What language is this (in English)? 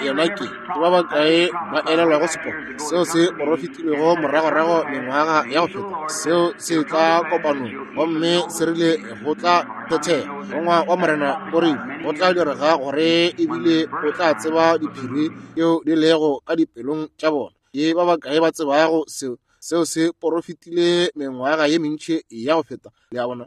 Northern Sotho